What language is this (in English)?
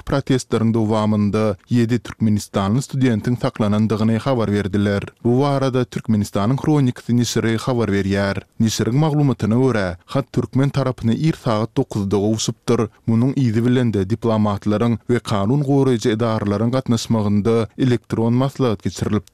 Turkmen